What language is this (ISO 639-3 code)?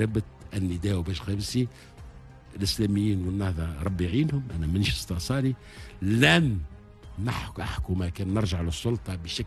aeb